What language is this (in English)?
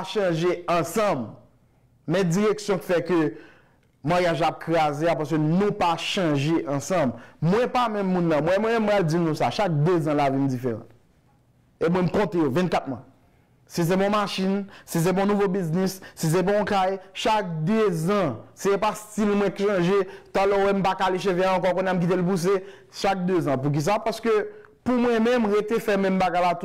Haitian Creole